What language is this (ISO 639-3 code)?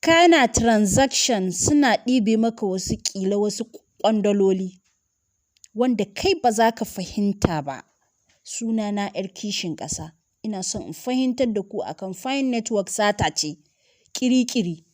hau